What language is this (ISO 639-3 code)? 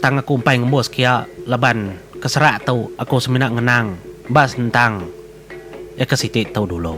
iba